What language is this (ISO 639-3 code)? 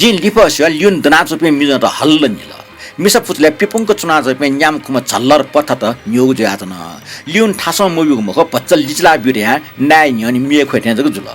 new